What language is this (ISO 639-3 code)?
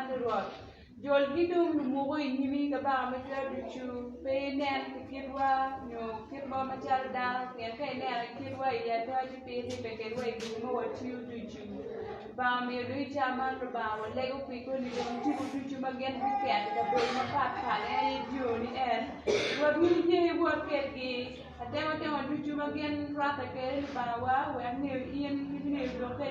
ach